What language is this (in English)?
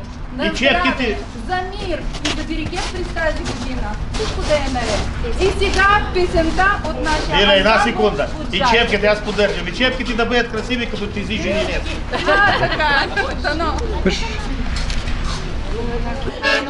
Bulgarian